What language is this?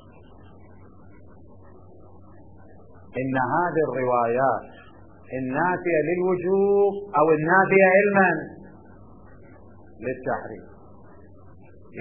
Arabic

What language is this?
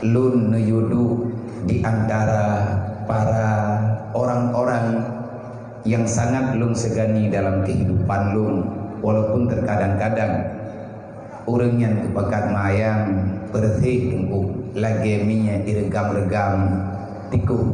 Achinese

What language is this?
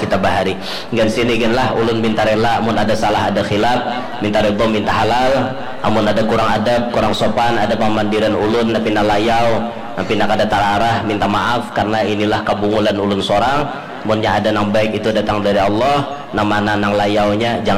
Banjar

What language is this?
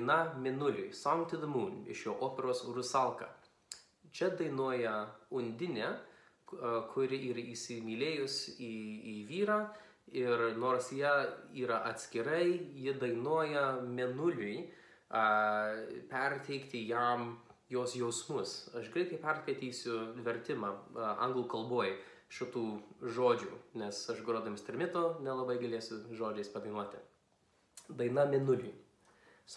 Lithuanian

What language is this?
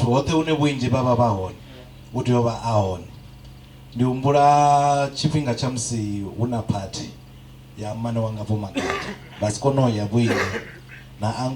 Venda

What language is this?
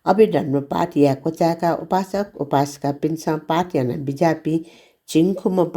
Newari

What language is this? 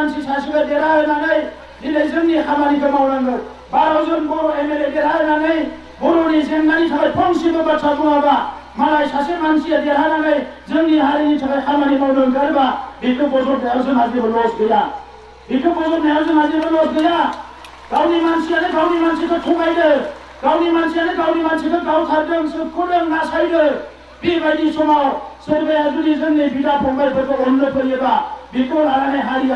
Bodo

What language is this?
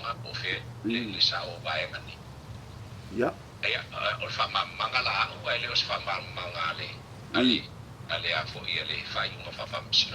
Samoan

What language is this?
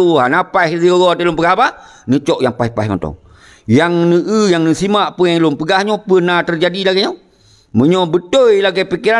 Achinese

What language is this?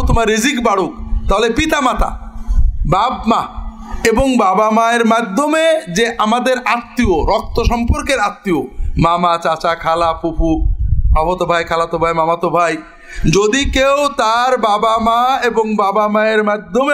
Bangla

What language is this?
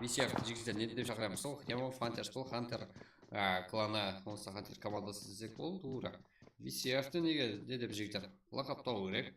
Kara-Kalpak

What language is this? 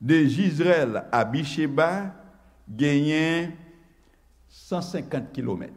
Haitian Creole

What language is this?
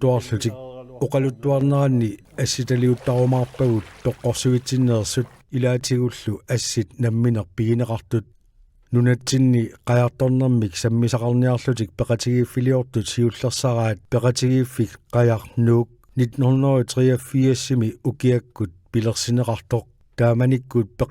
Kalaallisut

